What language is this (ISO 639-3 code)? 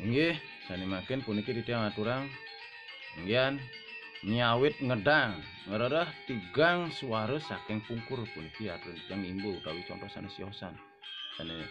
ban